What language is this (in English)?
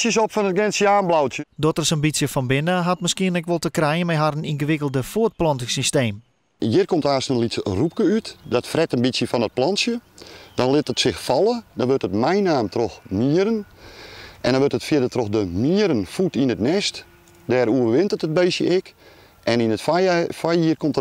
Western Frisian